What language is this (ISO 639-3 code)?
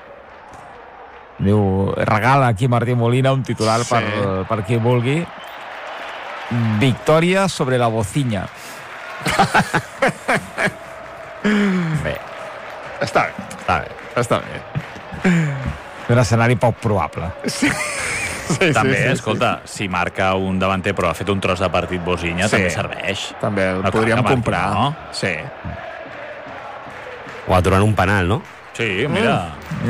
cat